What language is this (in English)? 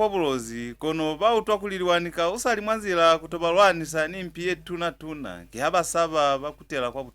Lozi